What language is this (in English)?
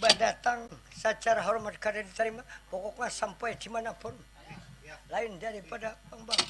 Banjar